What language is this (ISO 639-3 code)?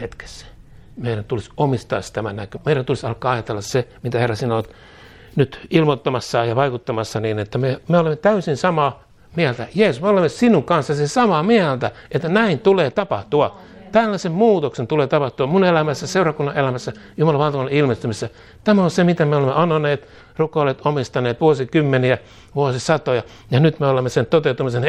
fin